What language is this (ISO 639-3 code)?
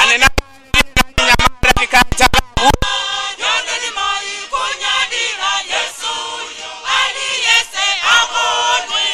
nya